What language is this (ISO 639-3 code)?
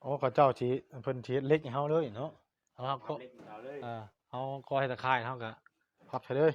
tts